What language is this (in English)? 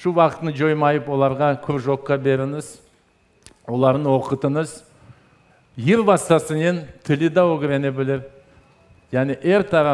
Crimean Tatar